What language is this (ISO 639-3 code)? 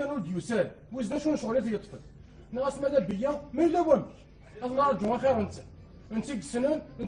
kab